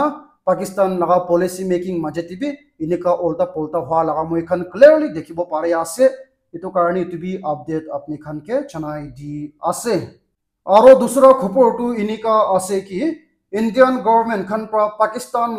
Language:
Naga Pidgin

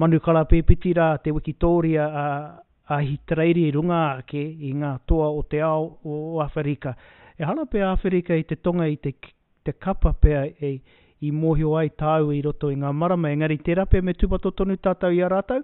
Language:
Māori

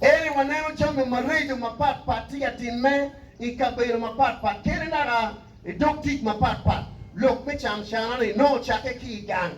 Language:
Acoli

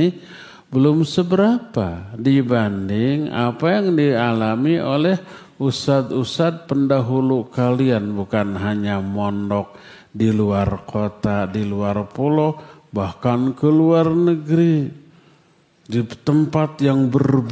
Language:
Indonesian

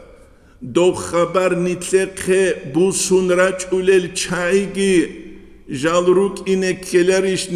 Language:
Avaric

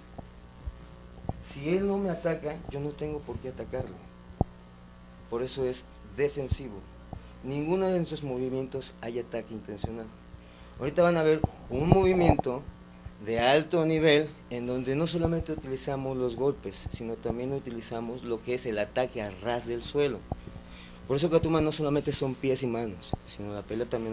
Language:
Spanish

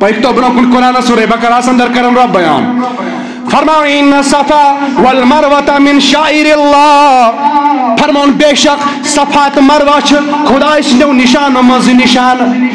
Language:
Kashmiri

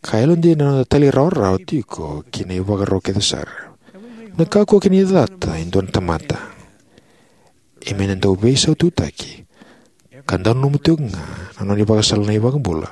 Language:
Fijian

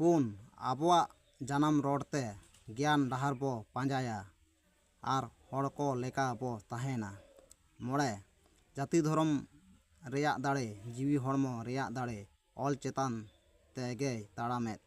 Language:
Santali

